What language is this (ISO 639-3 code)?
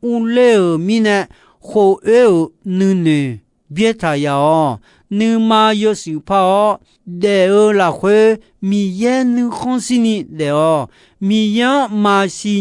ahk